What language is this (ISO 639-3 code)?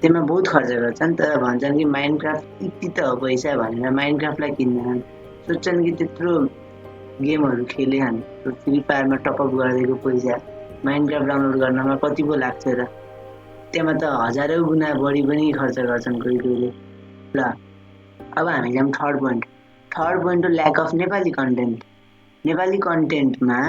nep